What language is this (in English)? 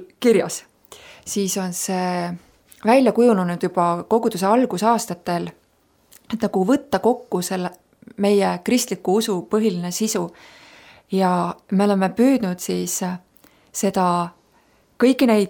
Estonian